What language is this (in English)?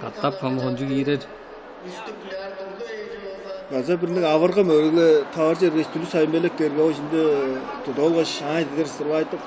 Tuvinian